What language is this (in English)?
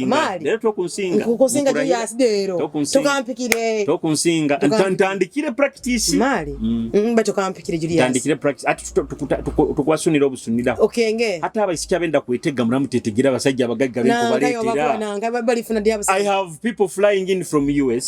Nyoro